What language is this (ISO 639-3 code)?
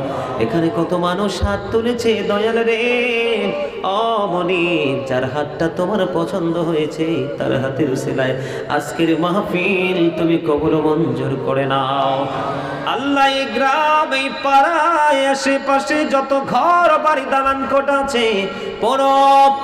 ben